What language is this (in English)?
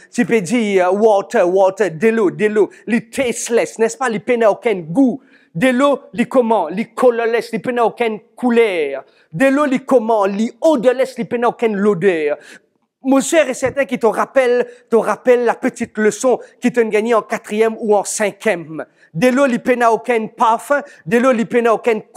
Morisyen